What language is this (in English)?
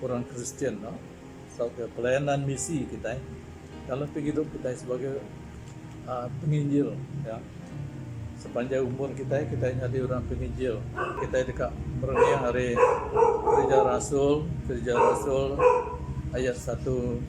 Iban